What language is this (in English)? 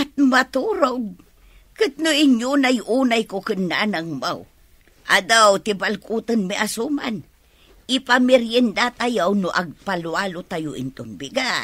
Iloko